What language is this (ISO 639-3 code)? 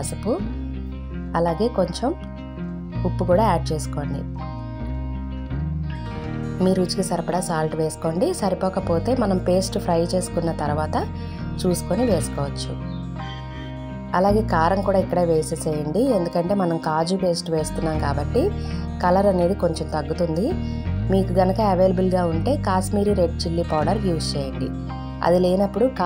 tel